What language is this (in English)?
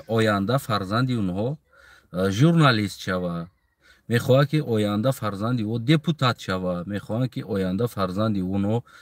Tajik